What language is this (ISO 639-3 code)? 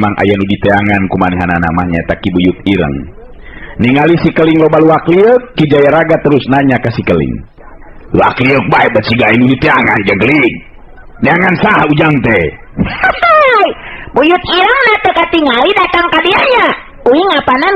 sun